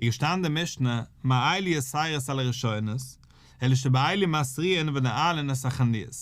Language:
Yiddish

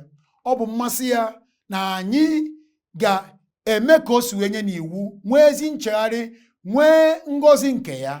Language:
Igbo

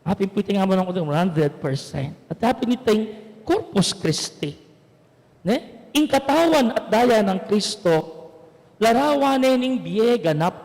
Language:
Pampanga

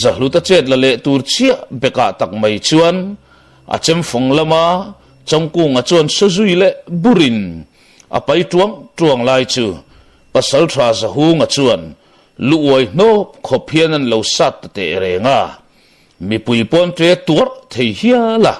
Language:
Mizo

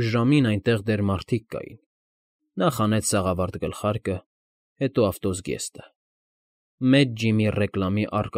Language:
Armenian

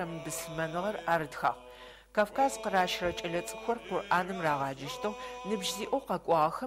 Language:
Adyghe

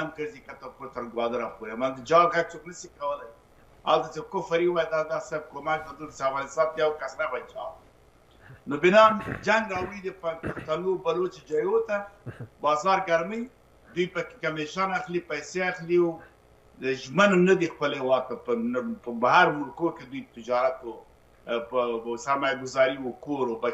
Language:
Pashto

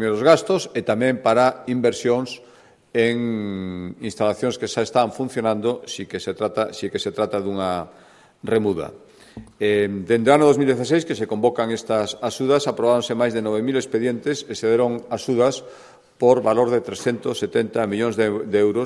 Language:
Galician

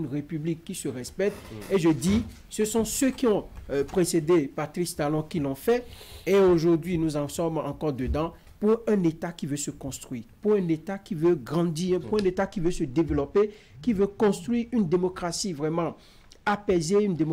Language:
French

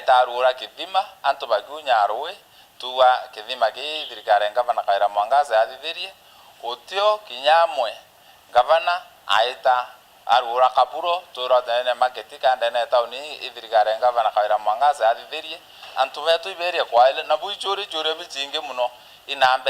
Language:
Meru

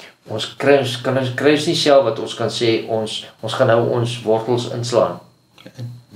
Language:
Afrikaans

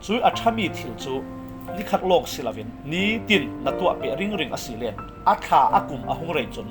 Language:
Falam Chin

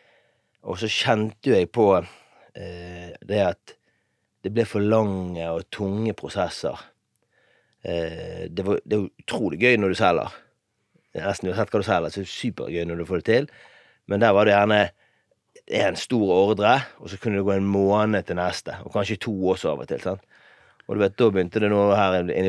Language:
Norwegian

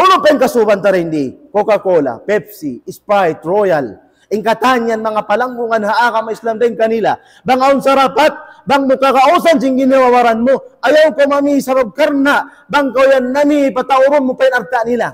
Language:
Tausug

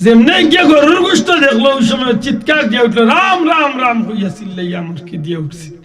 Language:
Sylheti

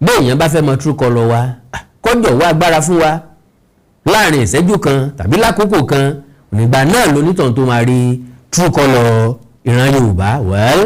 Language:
Yoruba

